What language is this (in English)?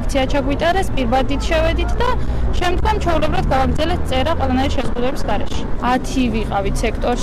Georgian